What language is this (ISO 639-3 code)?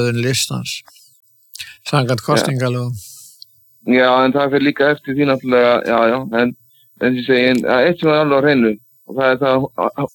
isl